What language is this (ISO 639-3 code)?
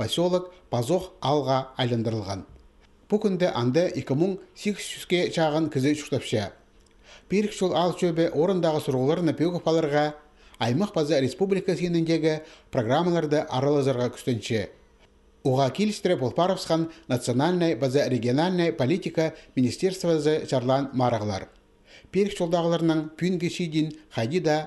kjh